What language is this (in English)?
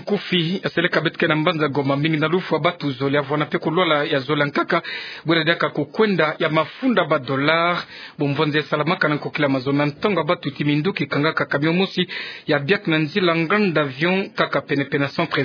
Kituba (Democratic Republic of Congo)